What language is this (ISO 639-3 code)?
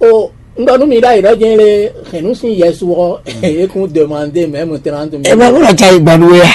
fon